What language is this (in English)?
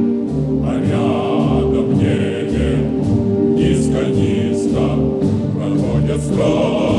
Russian